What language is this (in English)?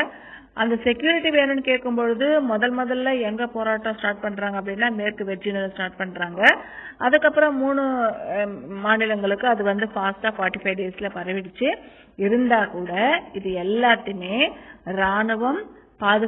Tamil